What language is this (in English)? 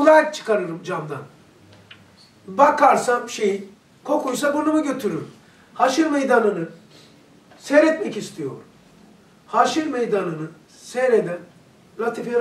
Turkish